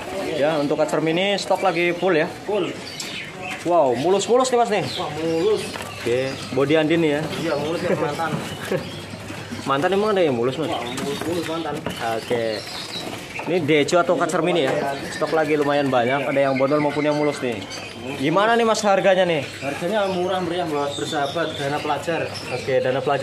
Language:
Indonesian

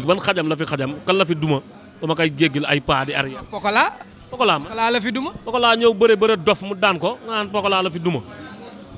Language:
Wolof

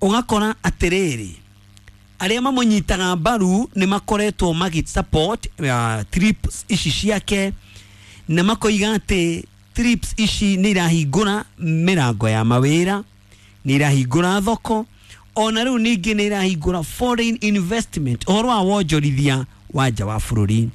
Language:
Kikuyu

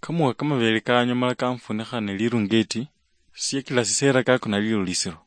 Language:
Luyia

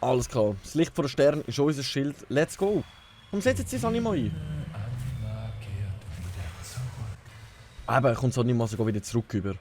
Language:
Swiss German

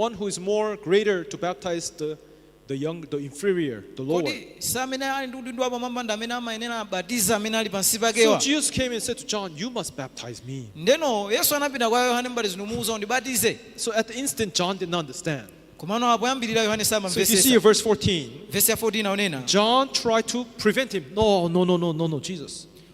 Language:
Nyanja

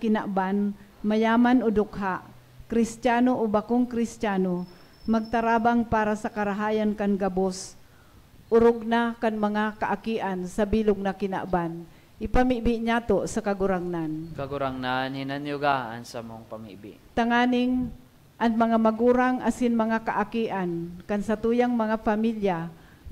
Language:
Bikol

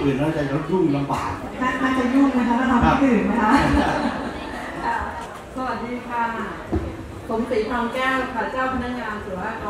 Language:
Thai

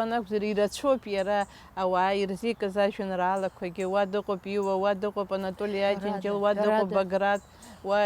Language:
Abkhazian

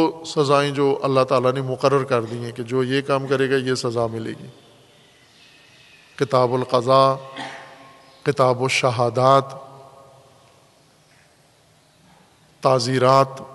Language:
Urdu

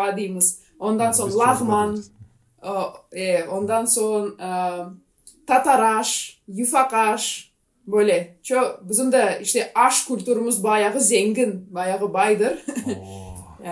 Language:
Gagauz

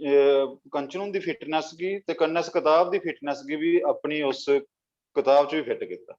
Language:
Dogri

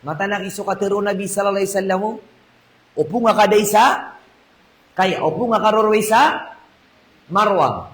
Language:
Maranao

